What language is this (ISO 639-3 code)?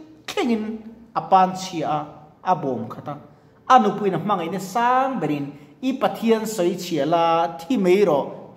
lus